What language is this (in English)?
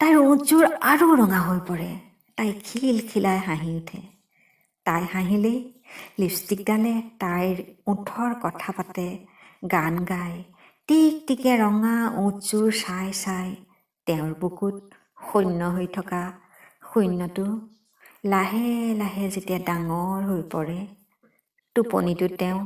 Assamese